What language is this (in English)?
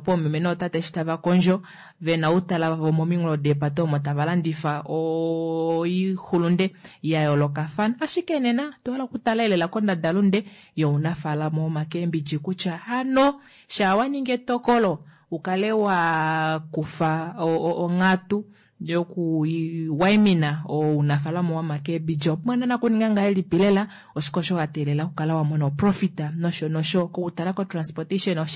Kuanyama